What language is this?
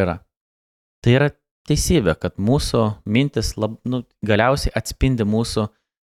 Lithuanian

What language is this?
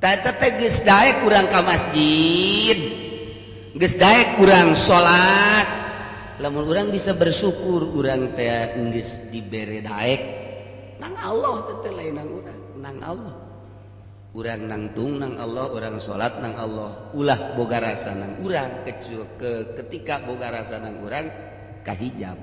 Sundanese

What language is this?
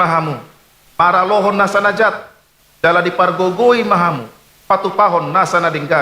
Batak Toba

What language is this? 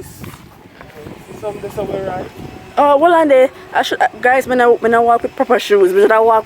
Jamaican Creole English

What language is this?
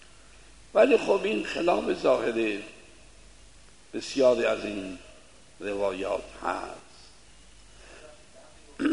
Persian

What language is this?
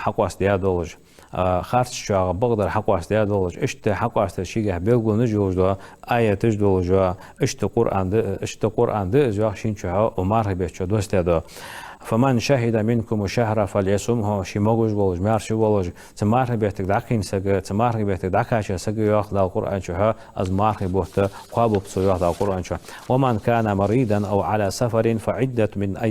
Ingush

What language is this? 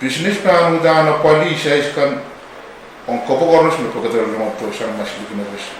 Pohnpeian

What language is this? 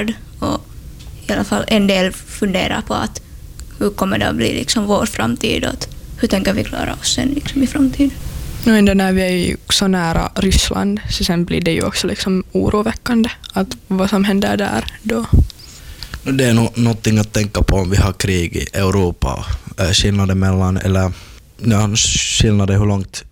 Swedish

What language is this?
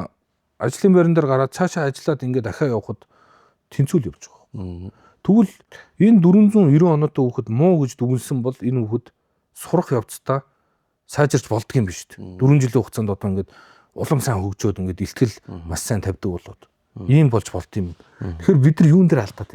Mongolian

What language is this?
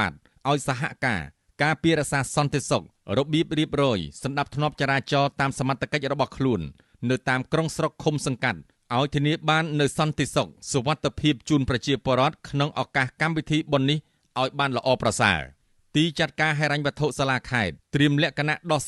Khmer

